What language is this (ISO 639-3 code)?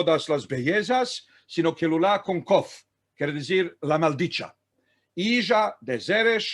lad